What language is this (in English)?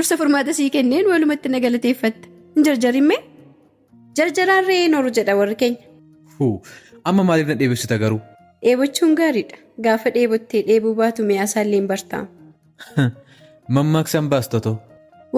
Oromo